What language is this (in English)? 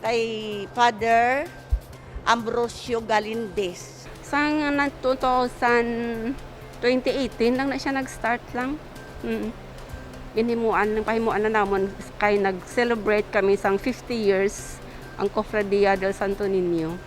Hiligaynon